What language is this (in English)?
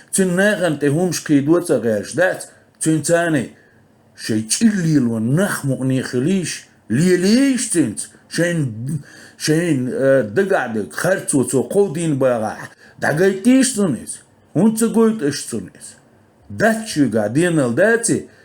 Chechen